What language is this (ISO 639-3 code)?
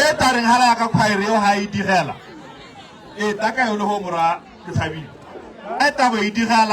tsn